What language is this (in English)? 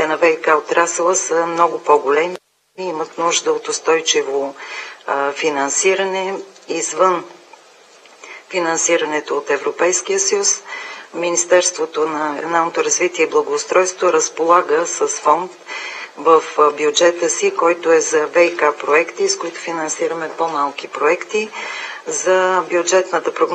Bulgarian